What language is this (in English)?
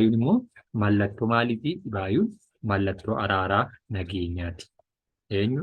Oromo